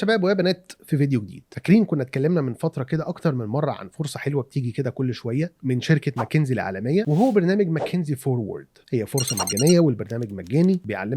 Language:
Egyptian Arabic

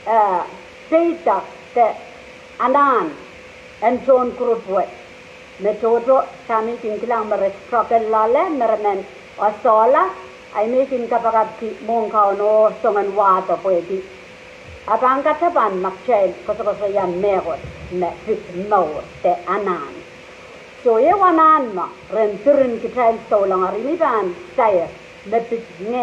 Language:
Pohnpeian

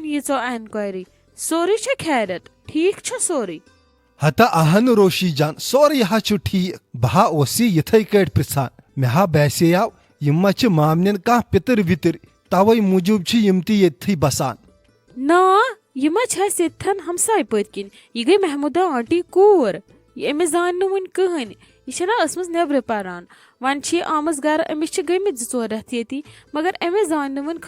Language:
Kashmiri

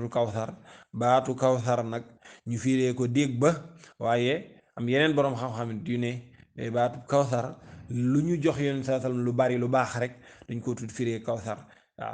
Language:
Wolof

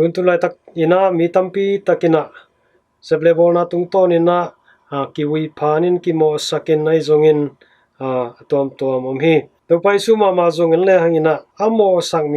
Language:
Tedim Chin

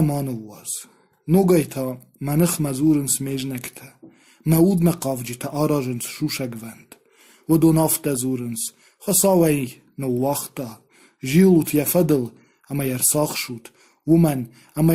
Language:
Ossetic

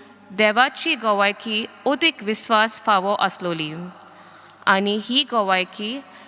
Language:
Konkani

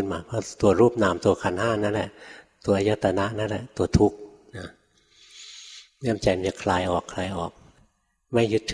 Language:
Thai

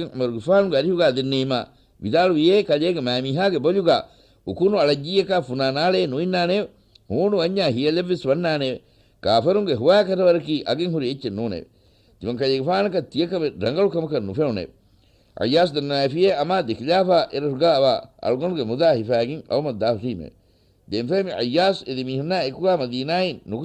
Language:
Divehi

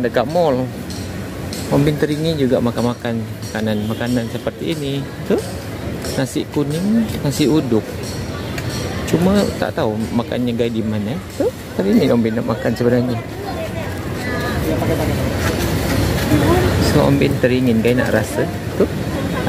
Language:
Malay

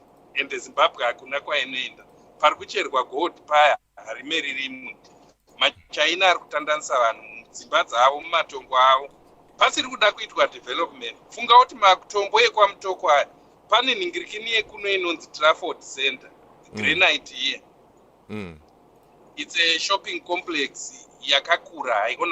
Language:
Shona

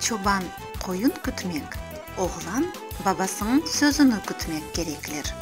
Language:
Crimean Tatar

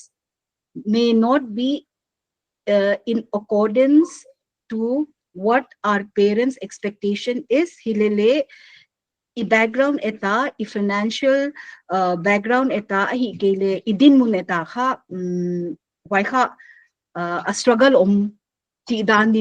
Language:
Paite Chin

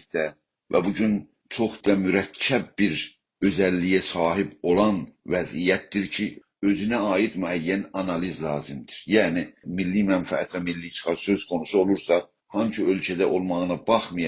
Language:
South Azerbaijani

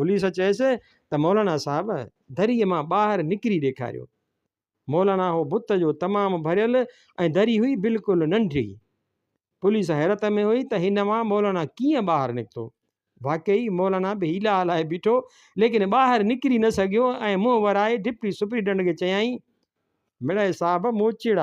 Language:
Sindhi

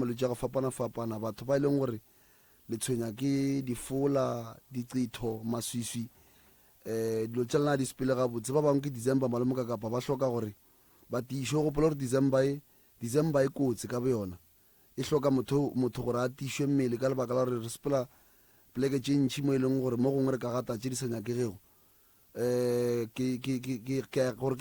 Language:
Northern Sotho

